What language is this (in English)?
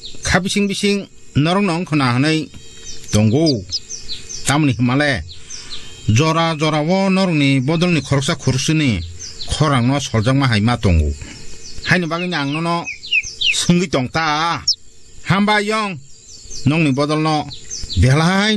Kok Borok